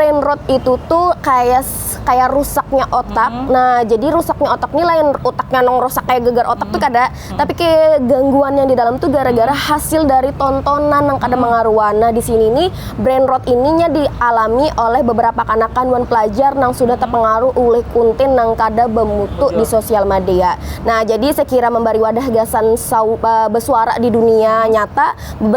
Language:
Banjar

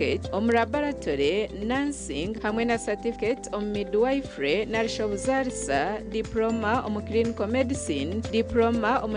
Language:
Nyankole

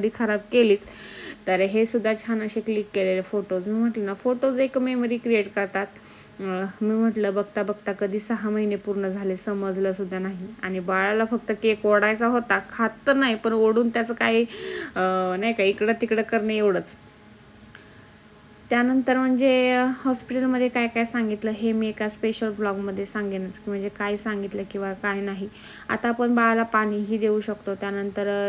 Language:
Marathi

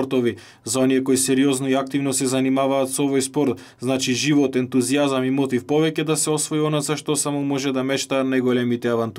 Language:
Macedonian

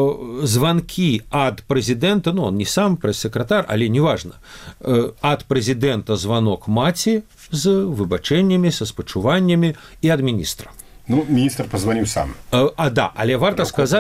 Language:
Belarusian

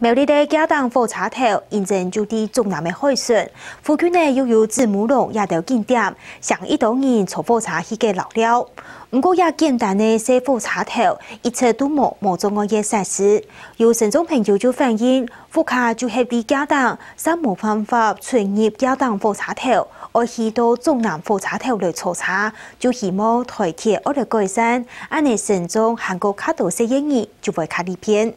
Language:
Hakka Chinese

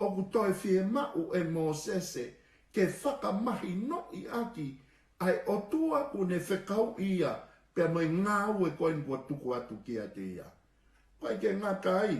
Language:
Tongan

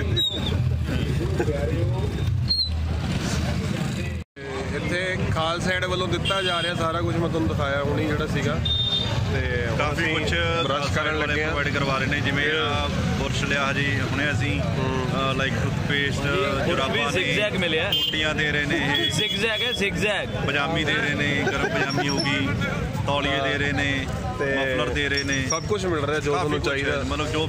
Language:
Punjabi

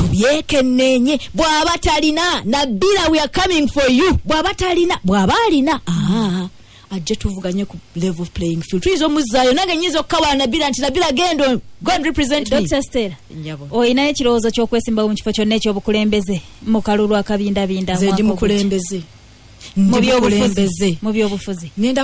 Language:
Ganda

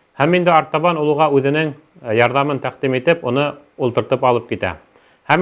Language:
Bashkir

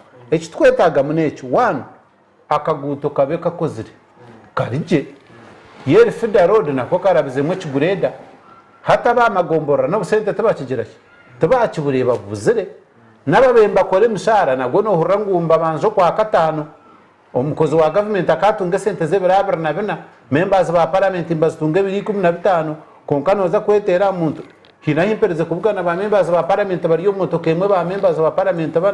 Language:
Nyankole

